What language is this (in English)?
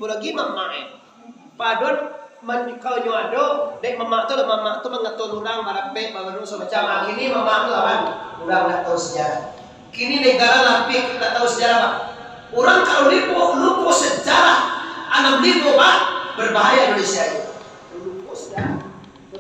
Minangkabau